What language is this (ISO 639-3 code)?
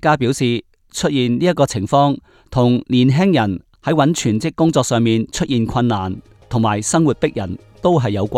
yue